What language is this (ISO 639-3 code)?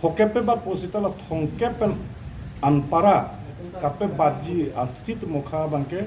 mjw